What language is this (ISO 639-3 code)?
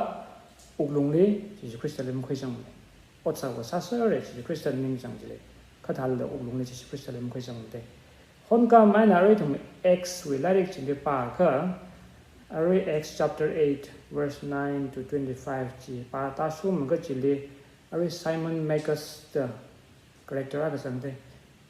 nmf